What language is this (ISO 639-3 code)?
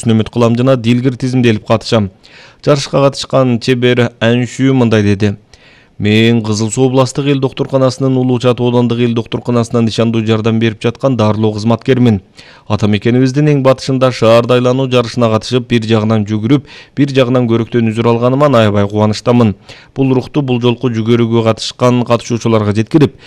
kir